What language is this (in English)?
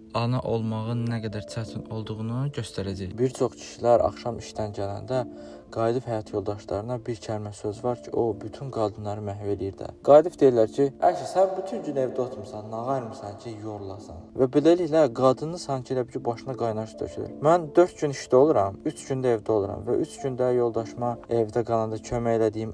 Azerbaijani